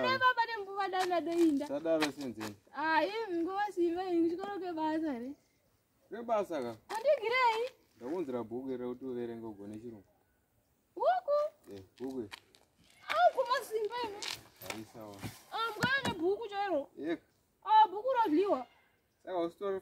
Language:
Shona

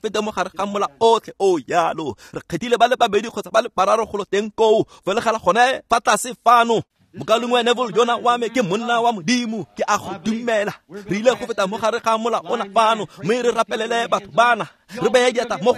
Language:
Tswana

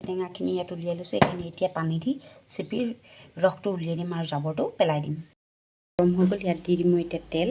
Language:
Assamese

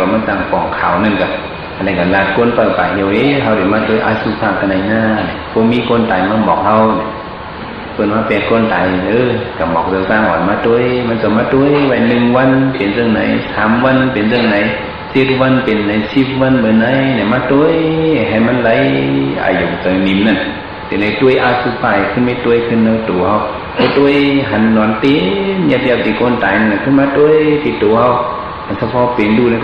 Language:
Shan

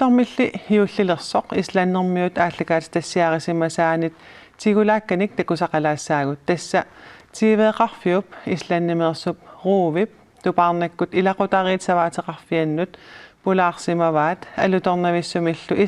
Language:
Kalaallisut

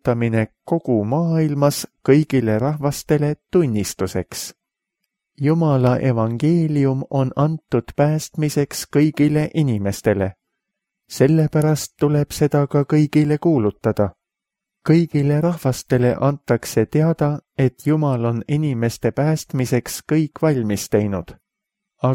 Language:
Estonian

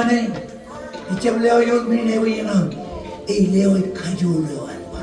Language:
Marshallese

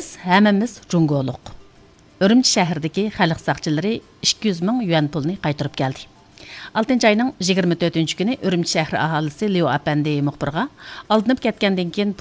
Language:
Uyghur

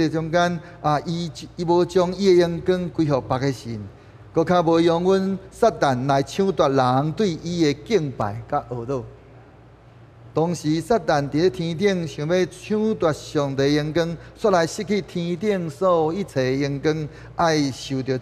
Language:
Min Nan Chinese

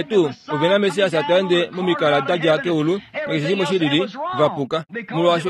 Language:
Kuanyama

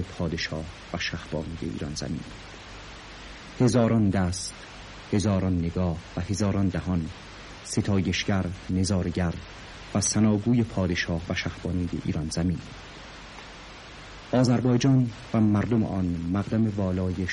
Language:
Persian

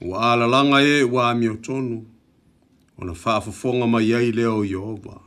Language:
Samoan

